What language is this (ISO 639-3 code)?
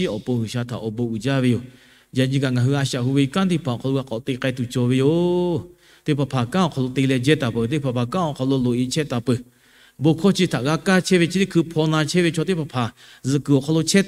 lhu